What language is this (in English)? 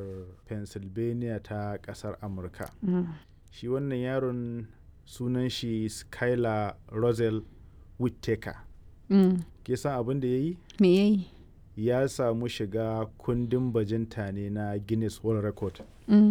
Hausa